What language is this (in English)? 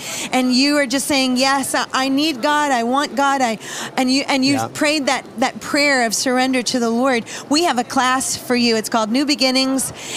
English